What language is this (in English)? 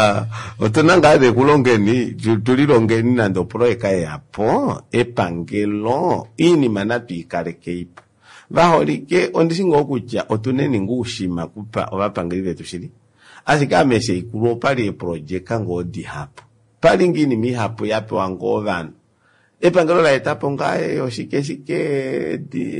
Kuanyama